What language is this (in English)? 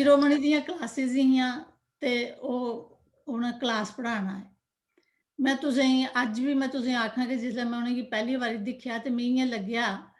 Dogri